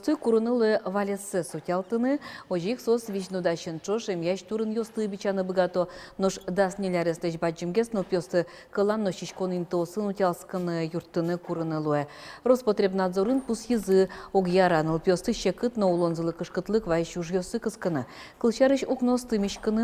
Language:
Udmurt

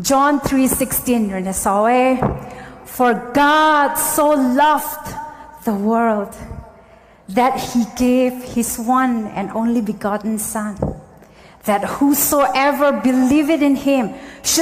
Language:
Rongmei Naga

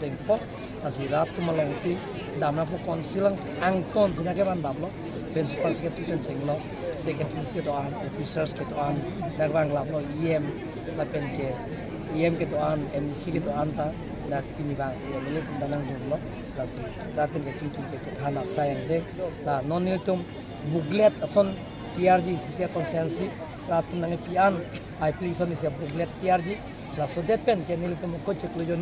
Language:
Karbi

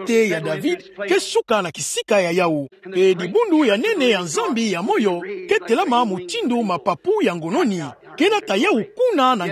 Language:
Kituba (Democratic Republic of Congo)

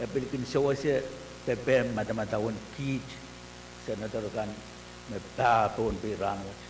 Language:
Pohnpeian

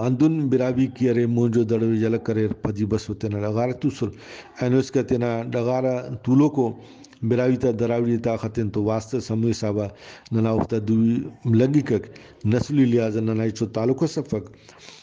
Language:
Brahui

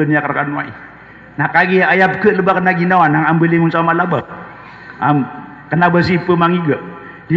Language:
Maranao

